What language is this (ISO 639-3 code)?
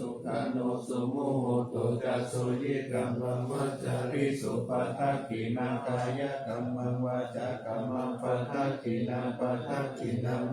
pli